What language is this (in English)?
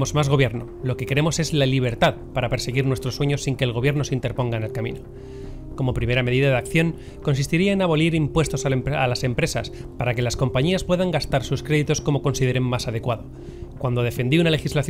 Spanish